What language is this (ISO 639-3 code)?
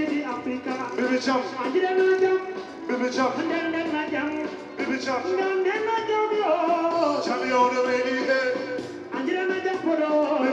ful